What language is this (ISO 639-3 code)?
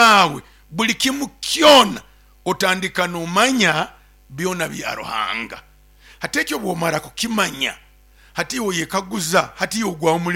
nyo